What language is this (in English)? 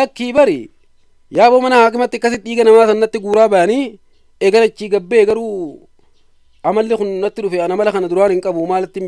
Oromo